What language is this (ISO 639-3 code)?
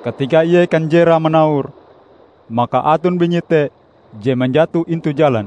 nij